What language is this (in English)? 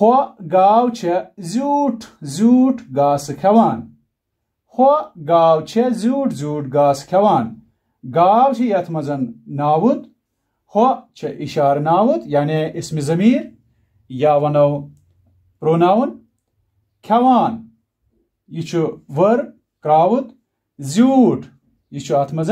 Kashmiri